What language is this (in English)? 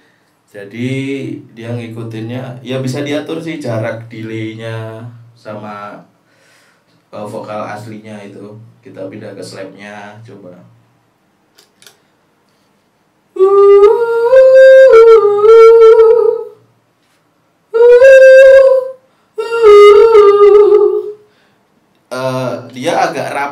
Indonesian